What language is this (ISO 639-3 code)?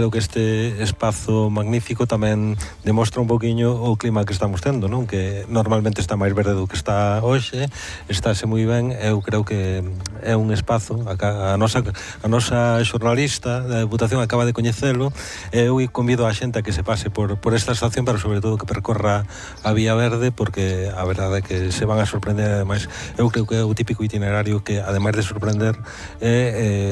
glg